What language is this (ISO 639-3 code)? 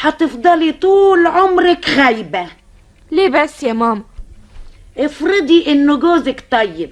arz